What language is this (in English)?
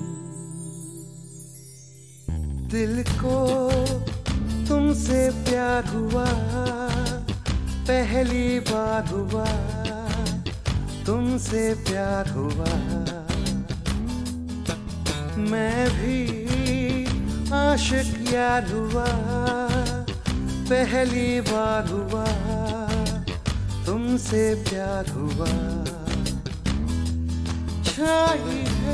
Hindi